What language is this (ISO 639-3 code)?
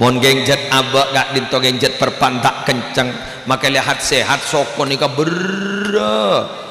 mad